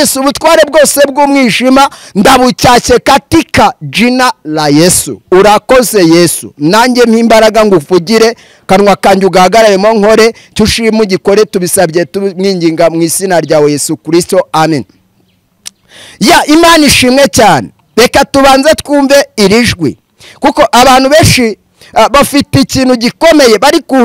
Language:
Kinyarwanda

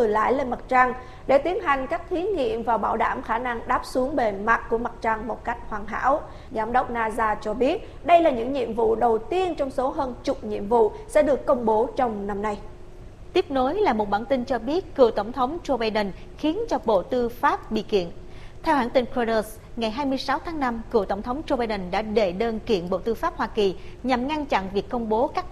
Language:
Vietnamese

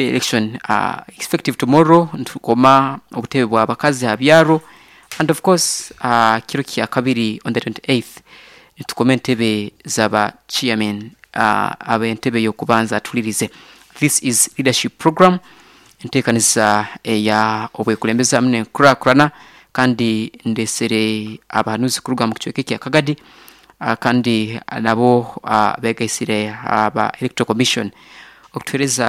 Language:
Nyankole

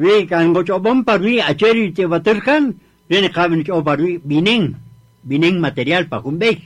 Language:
Kaqchikel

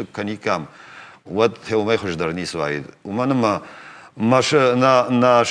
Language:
Ossetic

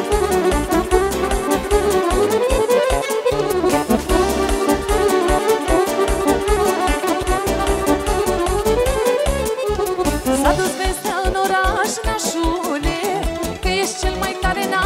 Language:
Romanian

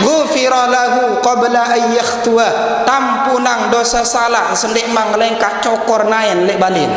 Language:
Sasak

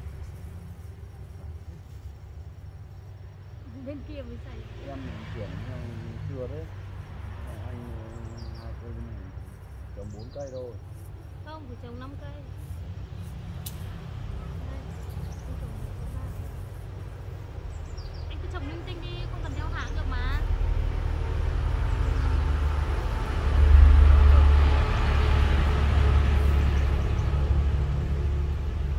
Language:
Vietnamese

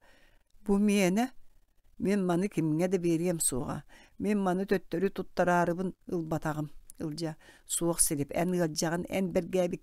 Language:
Yakut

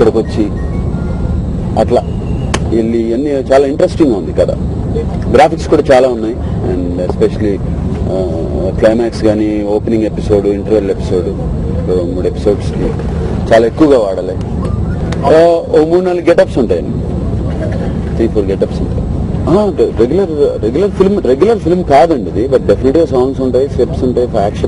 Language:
Telugu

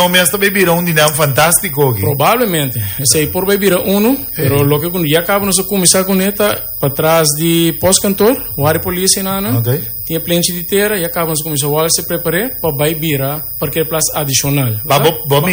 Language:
Papiamento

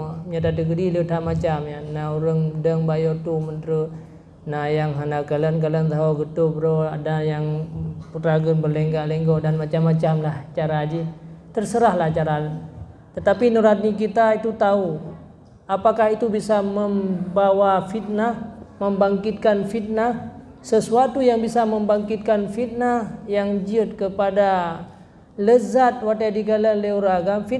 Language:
Achinese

